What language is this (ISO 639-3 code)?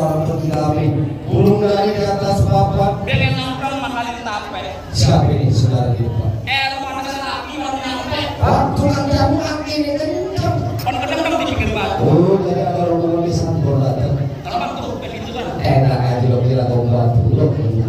bew